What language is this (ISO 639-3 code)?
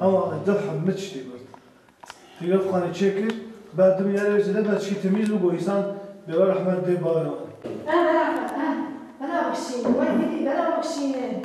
kur